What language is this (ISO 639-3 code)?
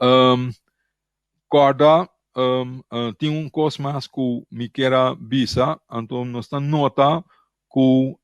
pap